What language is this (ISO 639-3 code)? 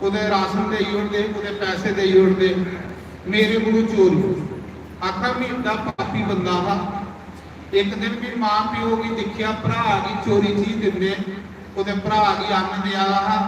doi